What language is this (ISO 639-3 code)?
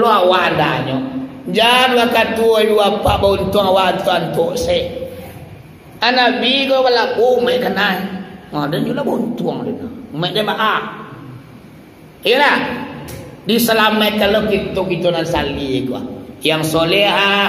min